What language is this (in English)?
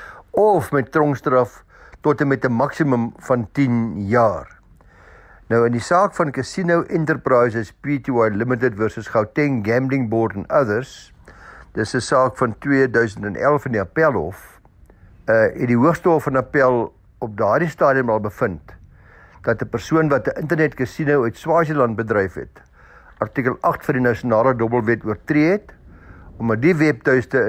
Afrikaans